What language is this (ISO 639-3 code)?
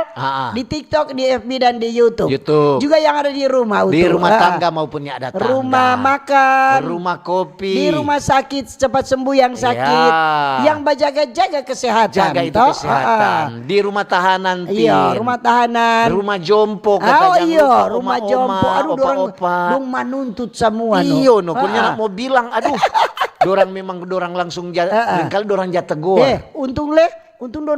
xmm